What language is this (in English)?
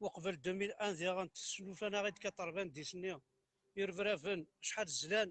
Kabyle